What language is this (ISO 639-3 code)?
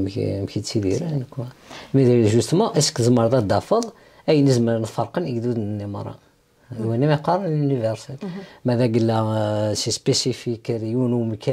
kab